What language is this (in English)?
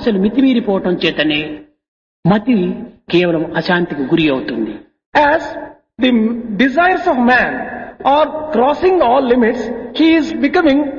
Telugu